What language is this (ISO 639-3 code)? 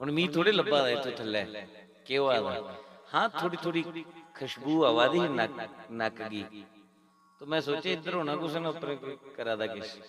doi